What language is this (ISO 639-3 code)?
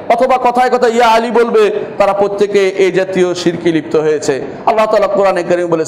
ben